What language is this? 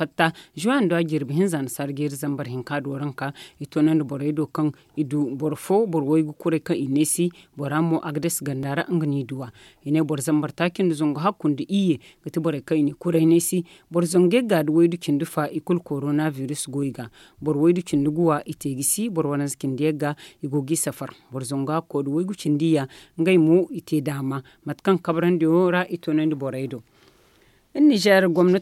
Zarma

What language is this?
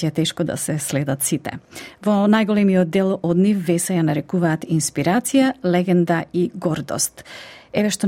Macedonian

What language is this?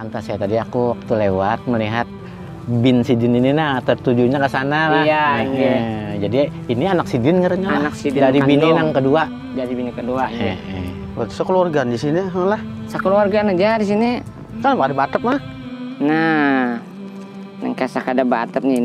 Banjar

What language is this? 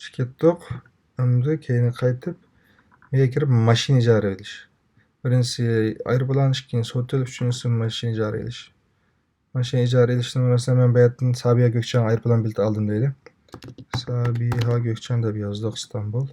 Uyghur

